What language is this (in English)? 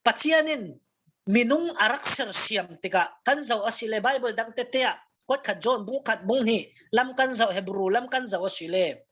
Falam Chin